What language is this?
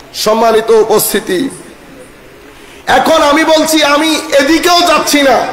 Bangla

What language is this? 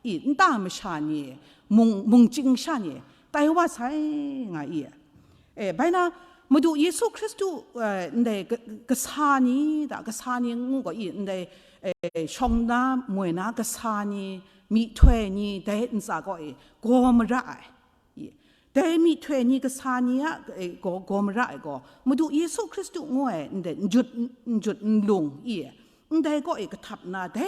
Kachin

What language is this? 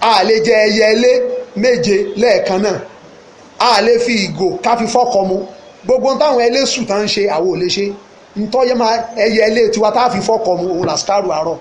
Yoruba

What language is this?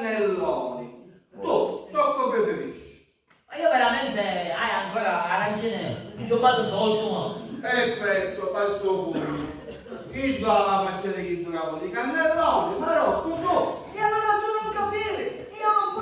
Sicilian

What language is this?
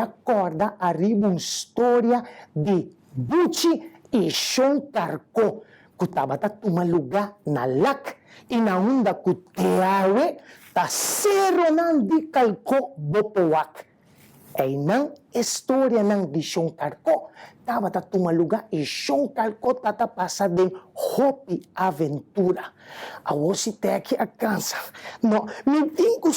Papiamento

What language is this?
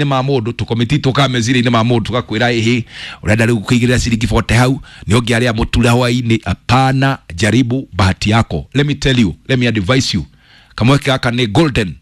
Kikuyu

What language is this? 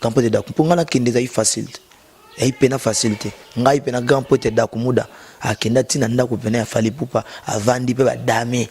Lingala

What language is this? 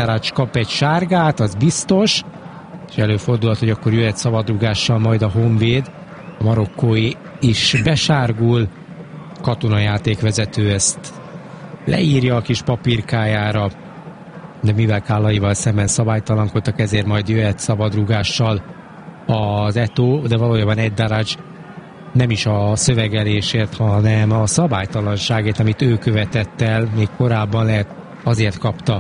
Hungarian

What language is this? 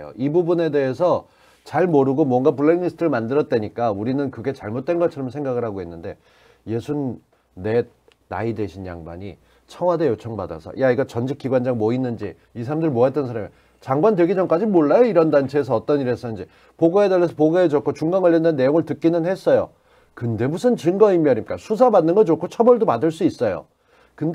Korean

